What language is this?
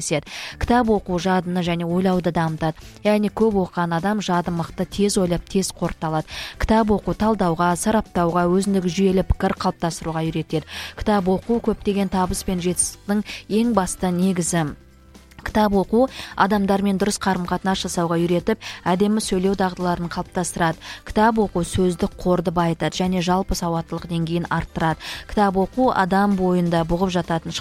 Kazakh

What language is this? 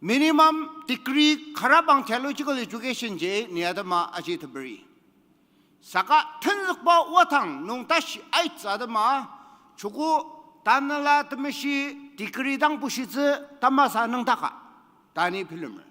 Ao Naga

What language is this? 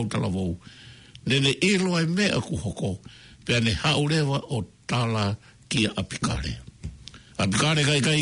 Tongan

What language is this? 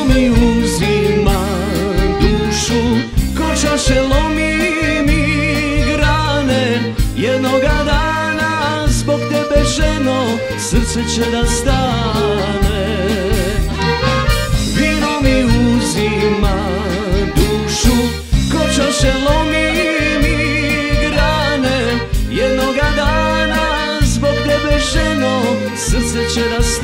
Serbian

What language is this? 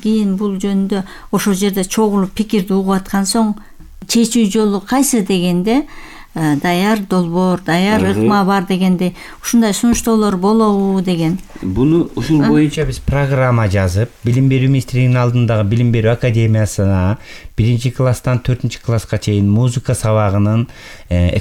Kyrgyz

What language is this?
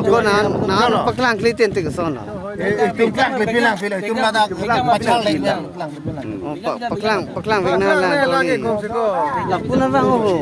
Karbi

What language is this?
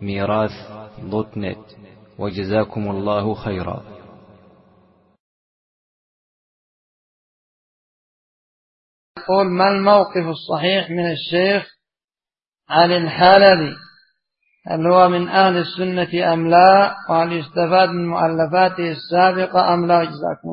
Arabic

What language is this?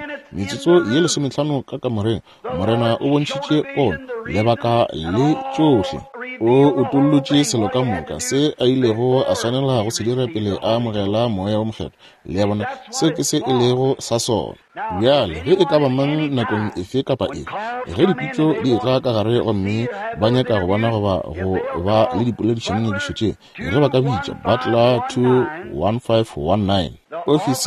Northern Sotho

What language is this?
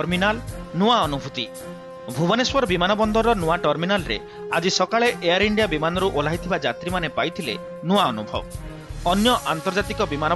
Odia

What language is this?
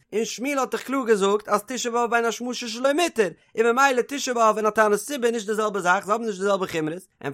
Yiddish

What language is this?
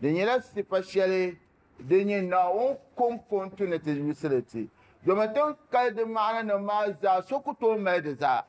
Dagbani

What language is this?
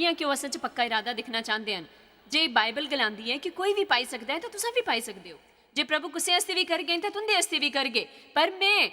Dogri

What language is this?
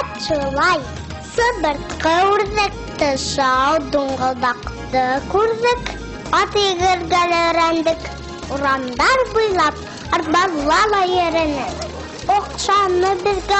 Bashkir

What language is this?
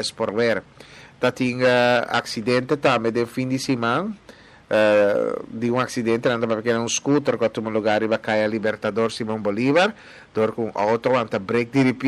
Papiamento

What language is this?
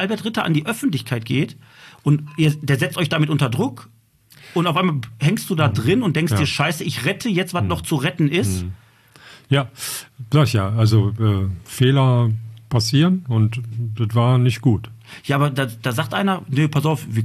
German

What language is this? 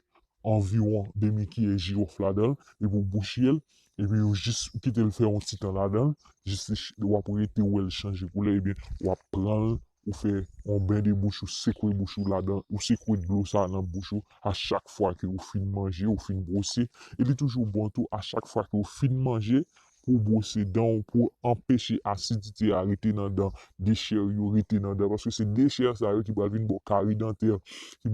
Haitian Creole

